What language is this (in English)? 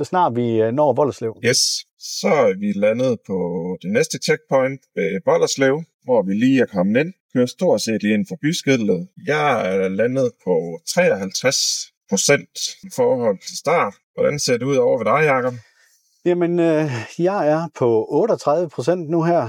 Danish